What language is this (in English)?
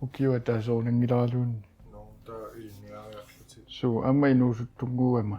Kalaallisut